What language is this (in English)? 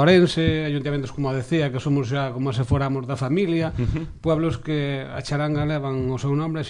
Galician